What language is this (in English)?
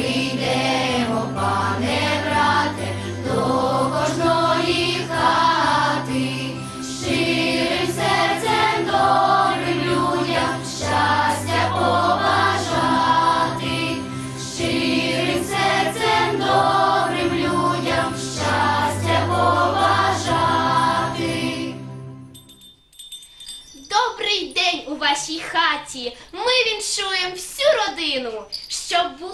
Ukrainian